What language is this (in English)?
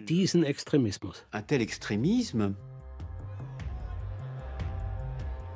German